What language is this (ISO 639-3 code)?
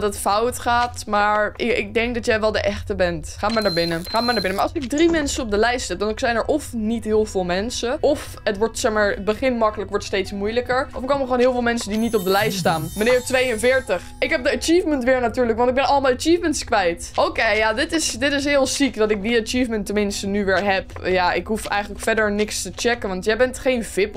nld